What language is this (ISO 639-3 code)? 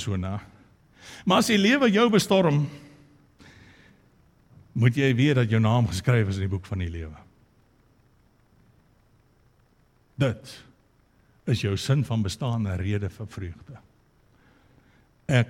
afr